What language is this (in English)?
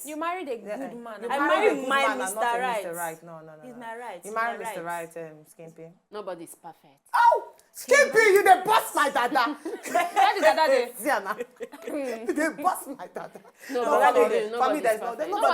Nigerian Pidgin